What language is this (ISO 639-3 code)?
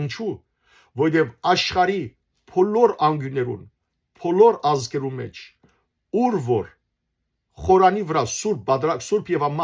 hyw